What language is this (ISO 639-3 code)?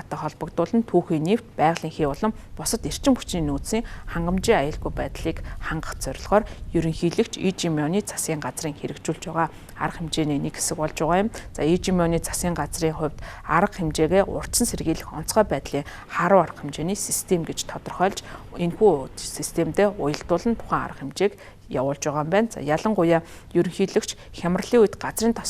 mon